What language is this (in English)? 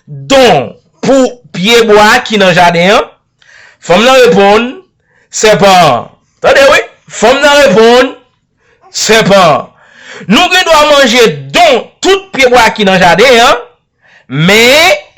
Haitian Creole